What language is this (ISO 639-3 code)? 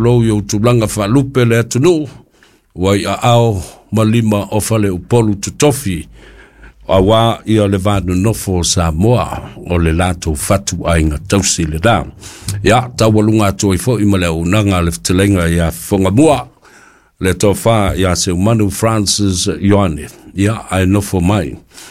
smo